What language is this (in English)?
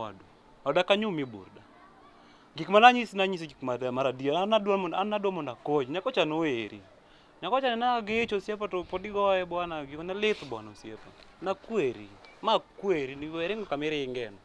Luo (Kenya and Tanzania)